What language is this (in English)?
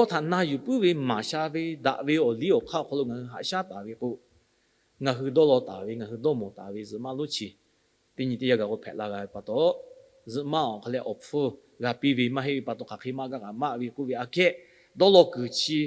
Lahu